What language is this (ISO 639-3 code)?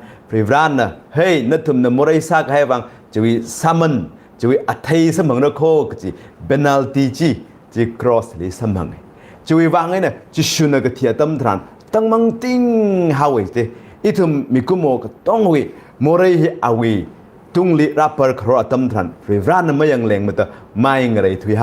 nmf